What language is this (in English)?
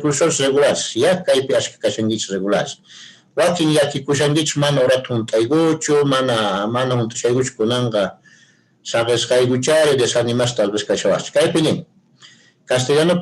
Quechua